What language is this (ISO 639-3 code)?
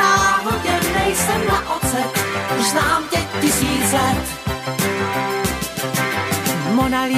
ces